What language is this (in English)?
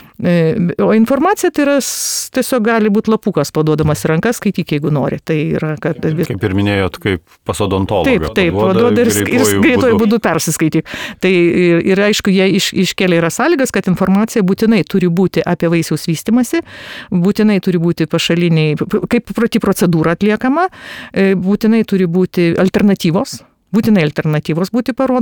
Lithuanian